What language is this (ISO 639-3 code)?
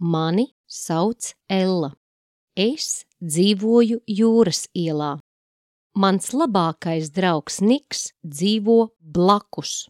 lav